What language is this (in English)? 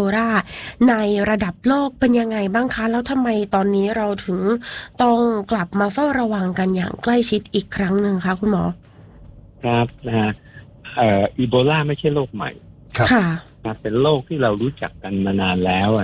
Thai